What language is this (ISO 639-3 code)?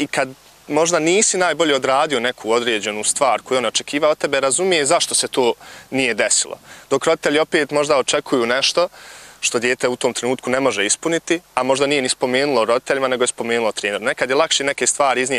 bos